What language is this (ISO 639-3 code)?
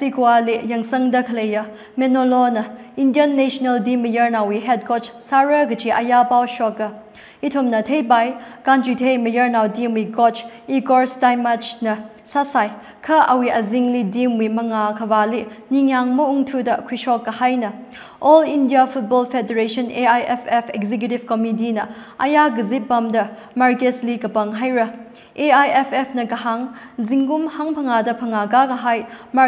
nmf